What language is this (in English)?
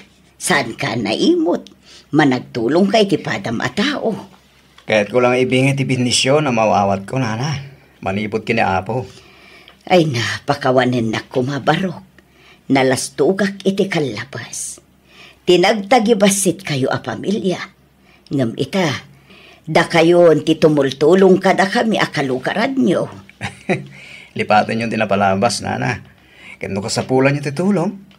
Iloko